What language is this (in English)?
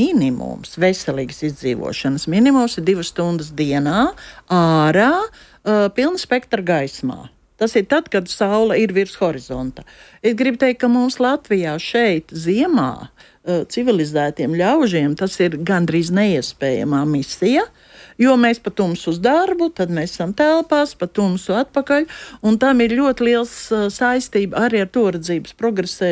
Latvian